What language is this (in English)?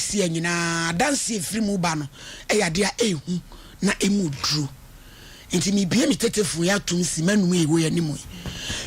Akan